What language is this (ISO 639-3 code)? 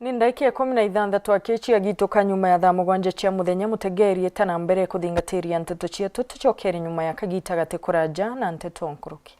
mer